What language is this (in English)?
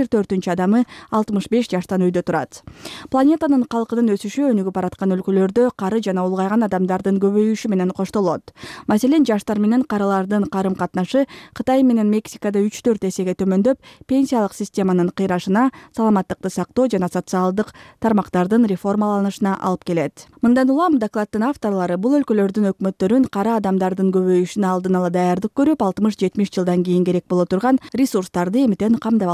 Kyrgyz